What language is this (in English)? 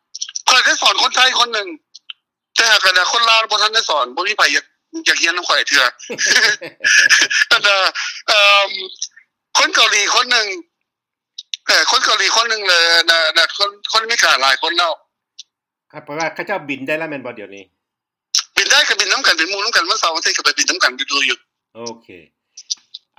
Thai